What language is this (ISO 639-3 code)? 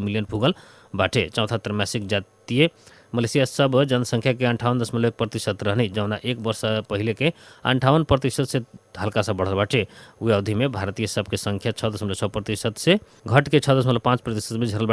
bho